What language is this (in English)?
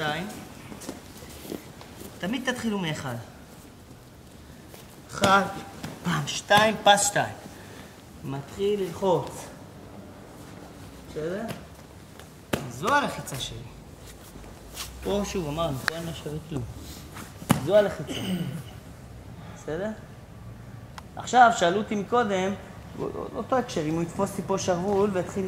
Hebrew